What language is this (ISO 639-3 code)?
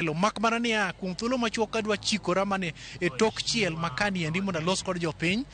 luo